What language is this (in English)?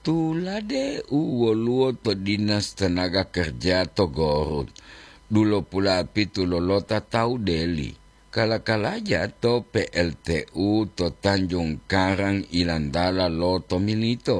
Gorontalo